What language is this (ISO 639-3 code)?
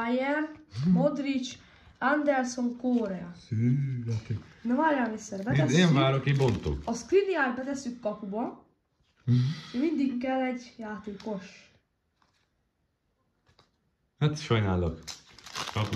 hun